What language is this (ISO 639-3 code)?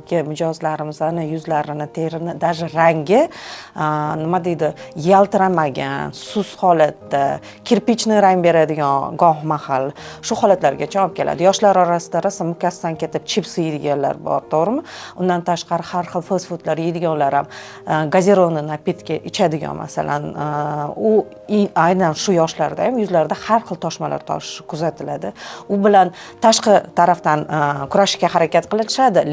uzb